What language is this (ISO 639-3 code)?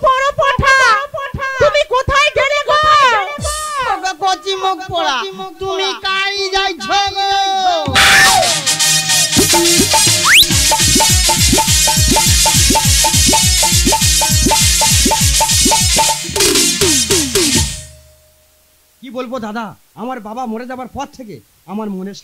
ben